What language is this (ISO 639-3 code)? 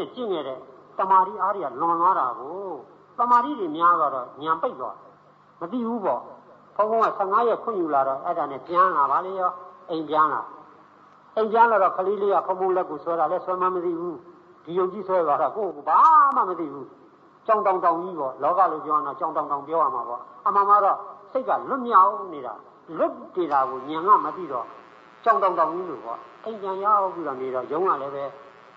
mya